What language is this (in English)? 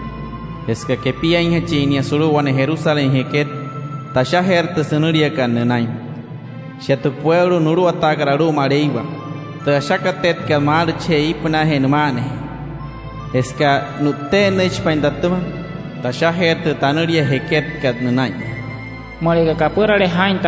Wayuu